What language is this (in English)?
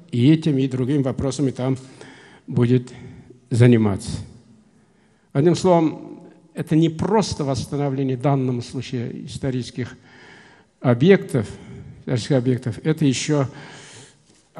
Russian